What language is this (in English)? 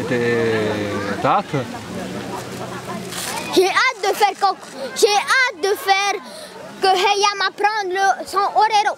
Tahitian